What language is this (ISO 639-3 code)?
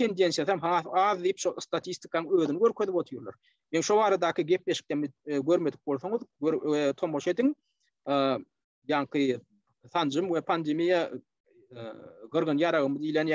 tuk